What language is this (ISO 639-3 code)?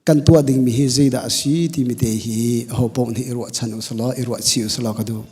cnh